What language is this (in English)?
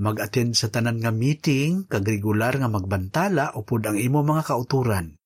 Hiligaynon